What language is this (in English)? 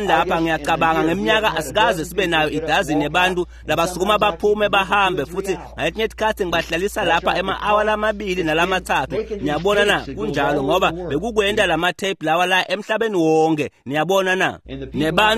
Swati